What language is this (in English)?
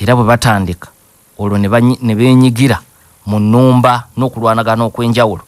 Ganda